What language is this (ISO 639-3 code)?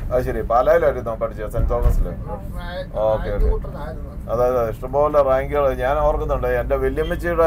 mal